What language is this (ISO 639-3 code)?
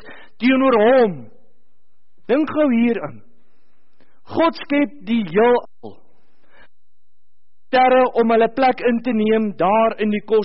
afr